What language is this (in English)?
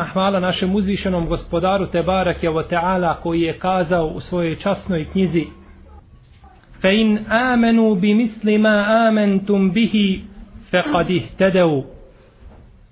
Bosnian